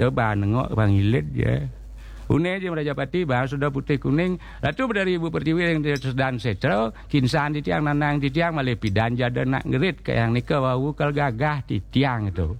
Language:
Balinese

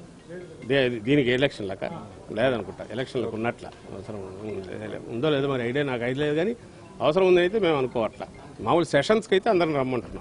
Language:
Telugu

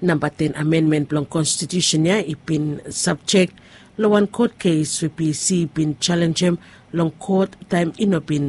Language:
Bislama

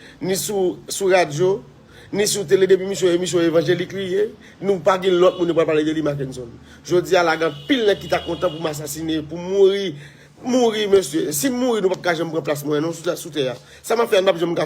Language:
Haitian Creole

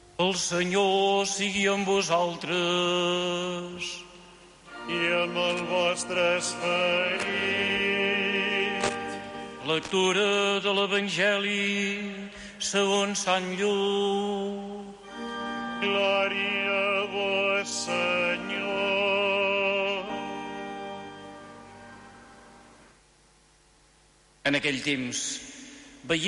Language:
Catalan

